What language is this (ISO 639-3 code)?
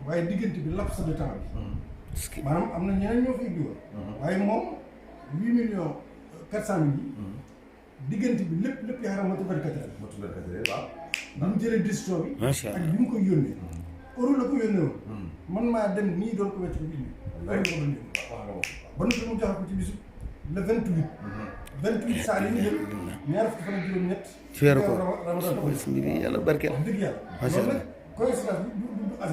wol